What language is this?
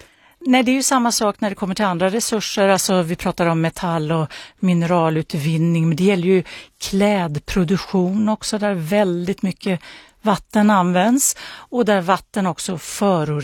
Swedish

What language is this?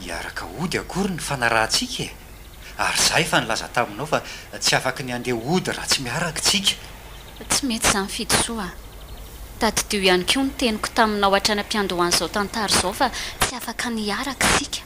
Malagasy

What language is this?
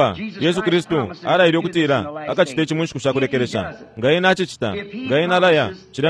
Bemba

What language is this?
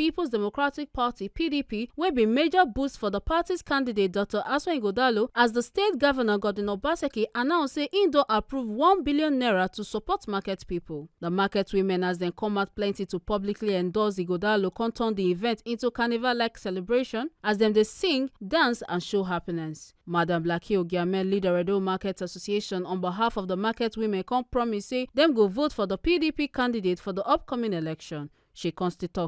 Nigerian Pidgin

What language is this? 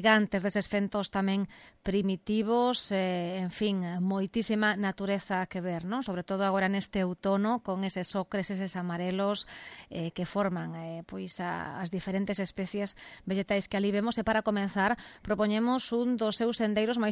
Galician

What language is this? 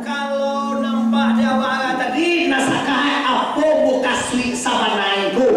Minangkabau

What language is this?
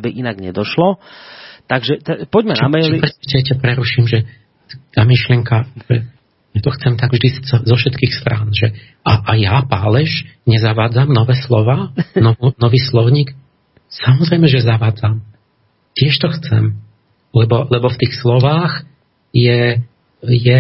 Slovak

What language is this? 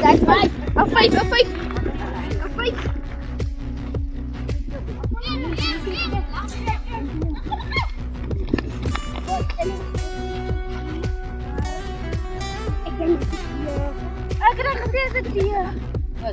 Afrikaans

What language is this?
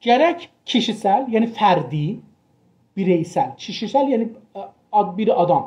South Azerbaijani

